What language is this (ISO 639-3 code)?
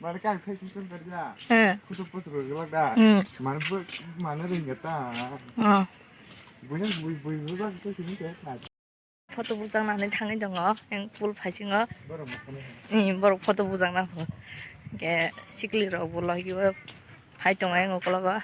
trp